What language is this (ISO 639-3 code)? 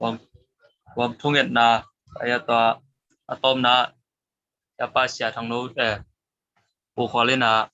ctd